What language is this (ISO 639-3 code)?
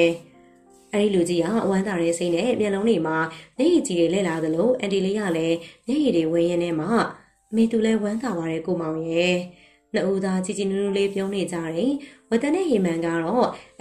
mya